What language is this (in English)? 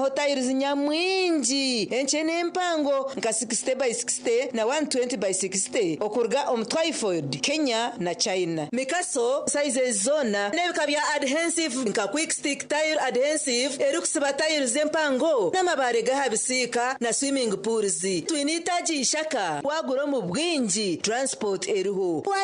Nyankole